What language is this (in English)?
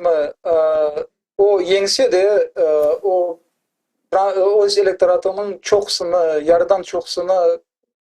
Crimean Tatar